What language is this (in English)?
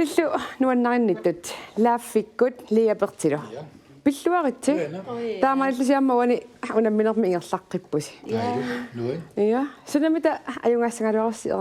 Kalaallisut